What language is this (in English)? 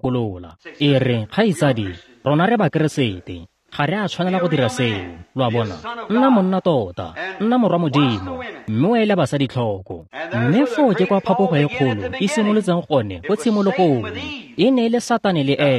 Tswana